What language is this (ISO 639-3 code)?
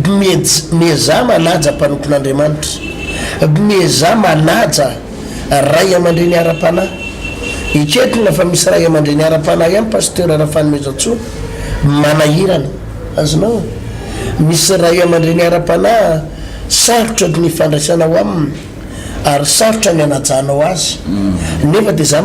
mlg